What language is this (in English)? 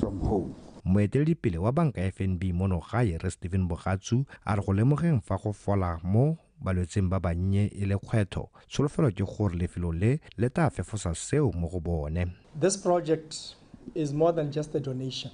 Tswana